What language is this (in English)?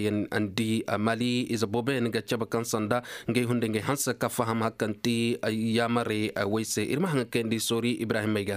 Koyraboro Senni